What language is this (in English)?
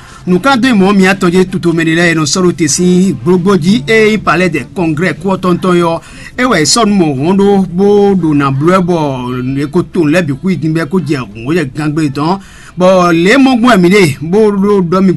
Fon